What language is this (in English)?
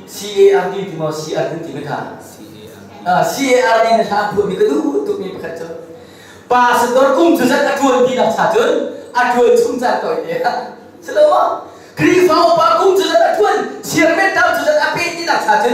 Hakha Chin